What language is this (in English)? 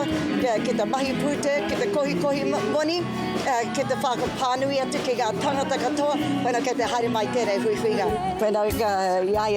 Māori